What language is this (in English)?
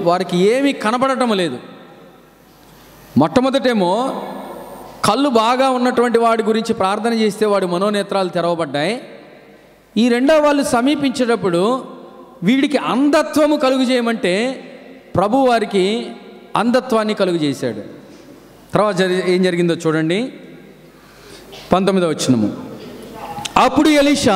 Telugu